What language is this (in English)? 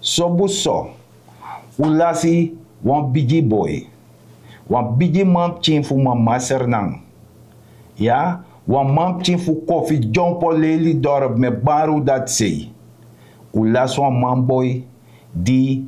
Sranan Tongo